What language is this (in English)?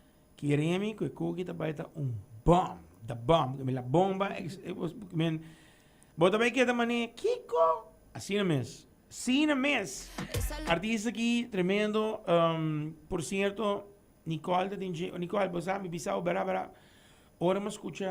Papiamento